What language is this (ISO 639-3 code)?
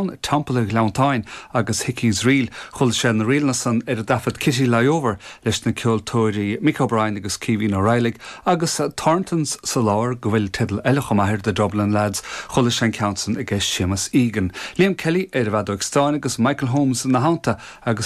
gle